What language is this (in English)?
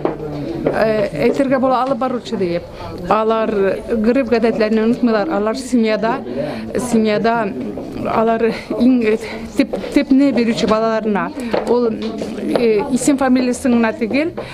Tatar